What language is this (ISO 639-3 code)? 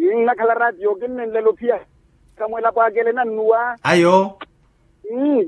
vmw